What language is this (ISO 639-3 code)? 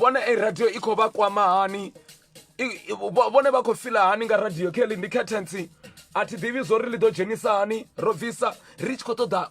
ven